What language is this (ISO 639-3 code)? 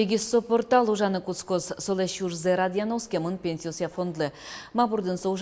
udm